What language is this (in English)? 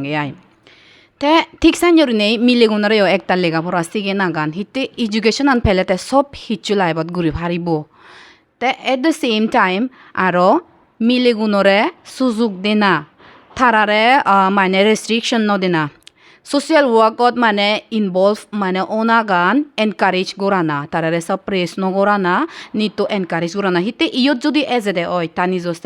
Chakma